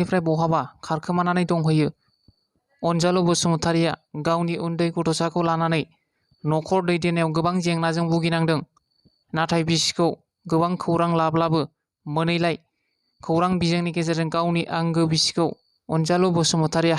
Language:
Bodo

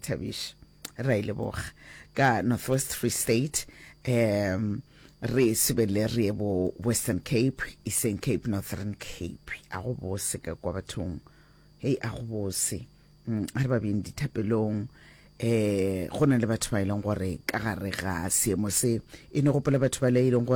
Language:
Northern Sotho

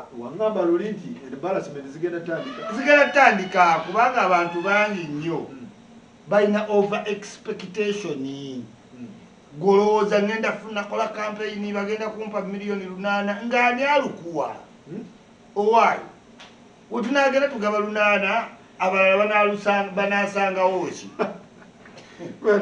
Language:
Ganda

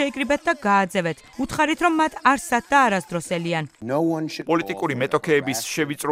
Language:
Georgian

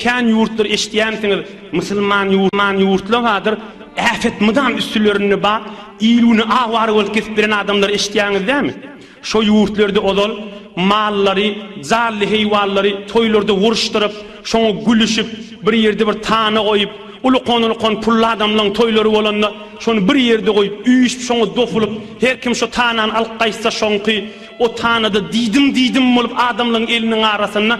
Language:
Turkmen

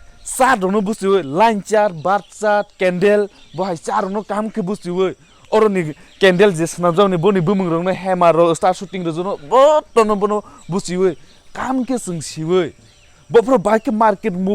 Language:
Kok Borok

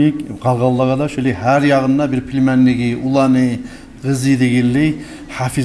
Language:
Kumyk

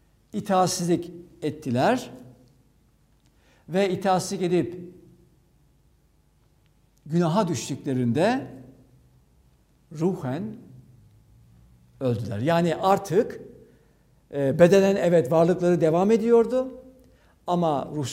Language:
Turkish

